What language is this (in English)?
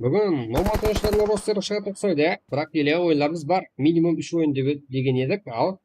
Kara-Kalpak